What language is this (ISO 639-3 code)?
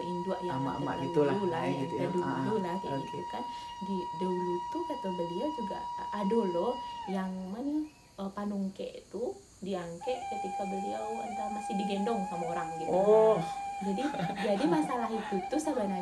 min